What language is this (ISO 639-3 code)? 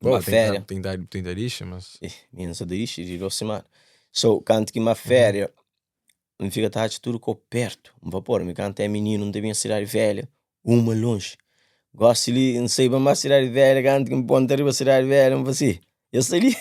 kea